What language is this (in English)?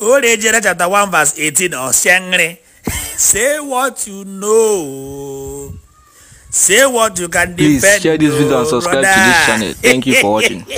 Igbo